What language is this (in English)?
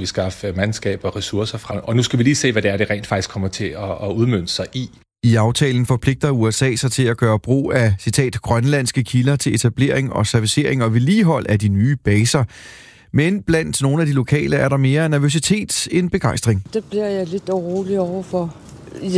Danish